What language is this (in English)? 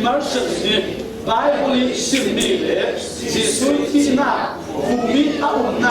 Falam Chin